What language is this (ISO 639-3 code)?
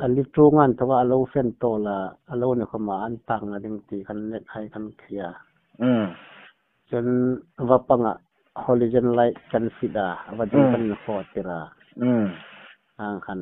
hmr